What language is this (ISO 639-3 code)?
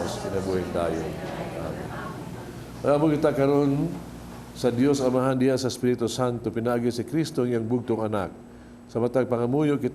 ceb